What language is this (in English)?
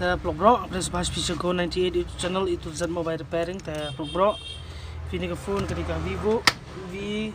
Khasi